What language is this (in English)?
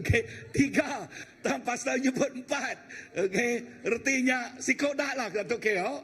Iban